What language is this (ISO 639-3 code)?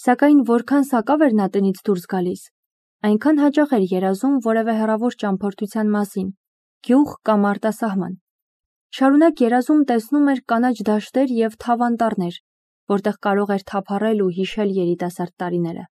hye